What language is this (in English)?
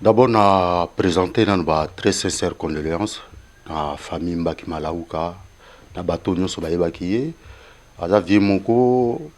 Lingala